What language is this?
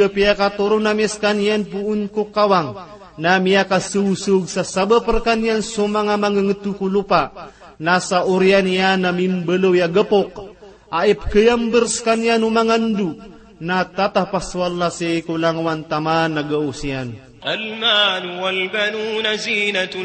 Maranao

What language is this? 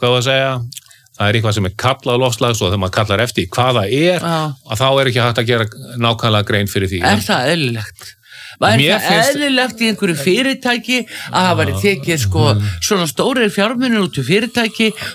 Icelandic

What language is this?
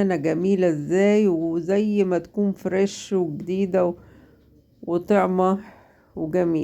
Egyptian Arabic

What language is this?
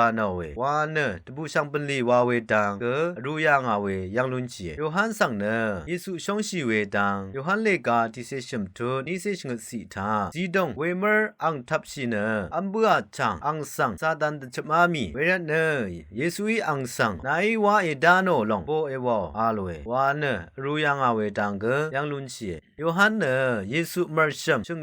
Rawang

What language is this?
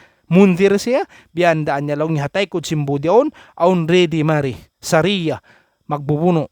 Tausug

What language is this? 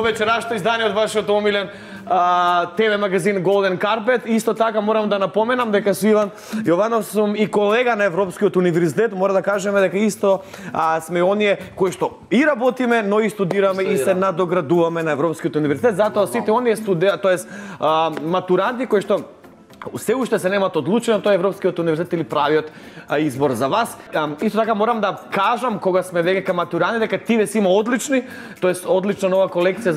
Macedonian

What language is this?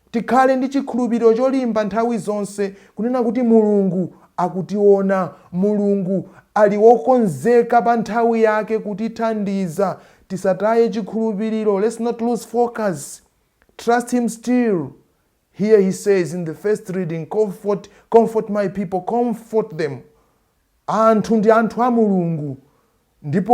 Nyanja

